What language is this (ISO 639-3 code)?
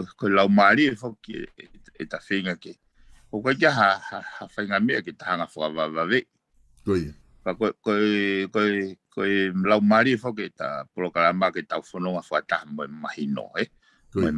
ton